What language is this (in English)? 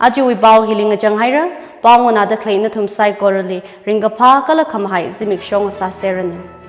Tangkhul Naga (India)